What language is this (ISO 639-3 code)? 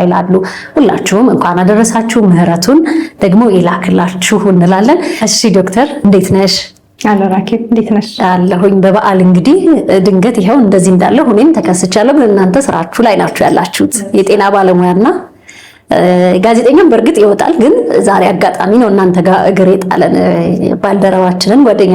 amh